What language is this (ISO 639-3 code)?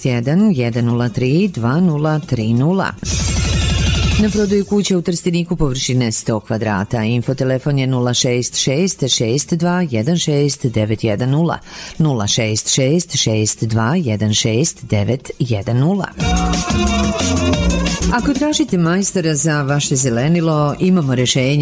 srp